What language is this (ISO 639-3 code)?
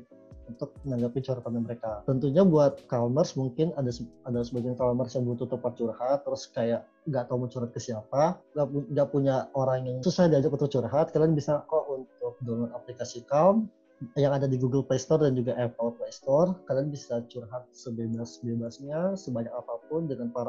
ind